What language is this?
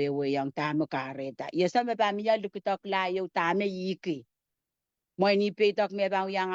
Pohnpeian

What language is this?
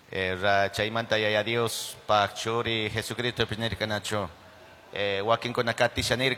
Chimborazo Highland Quichua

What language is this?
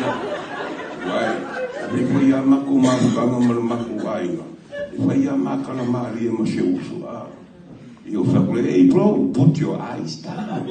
Samoan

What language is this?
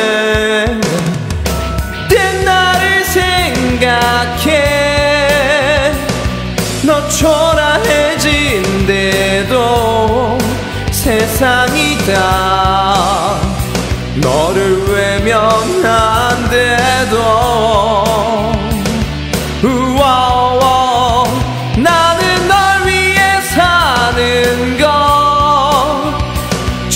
Korean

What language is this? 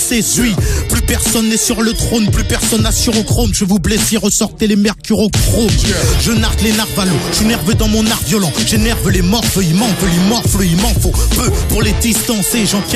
French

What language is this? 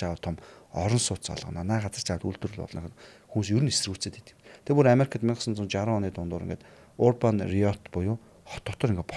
Mongolian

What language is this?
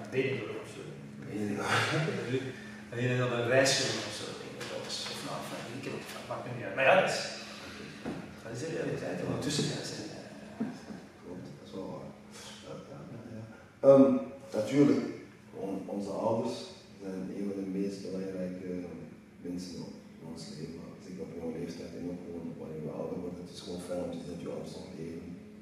Dutch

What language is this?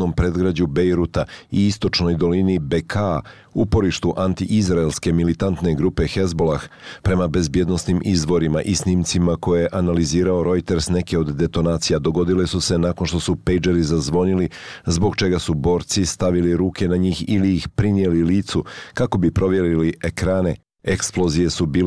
Bosnian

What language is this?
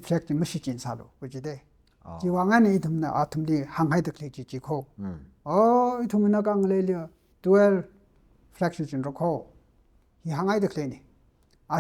Tangkhul Naga (India)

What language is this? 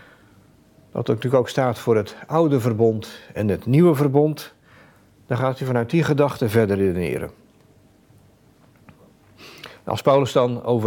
Dutch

